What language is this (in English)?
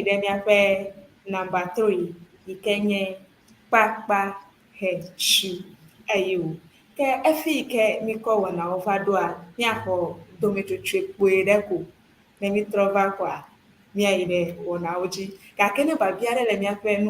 Ewe